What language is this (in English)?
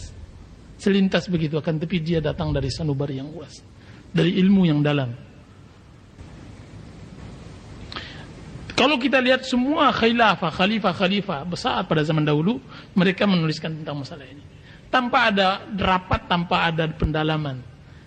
Indonesian